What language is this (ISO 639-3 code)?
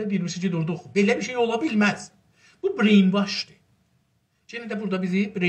azb